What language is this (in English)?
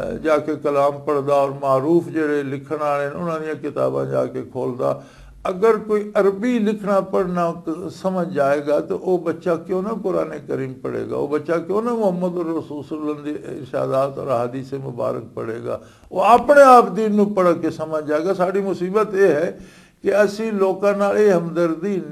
Western Panjabi